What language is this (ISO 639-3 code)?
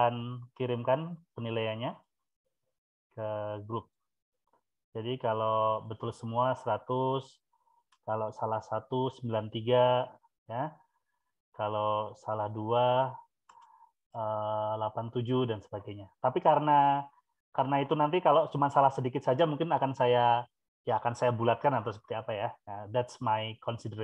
ind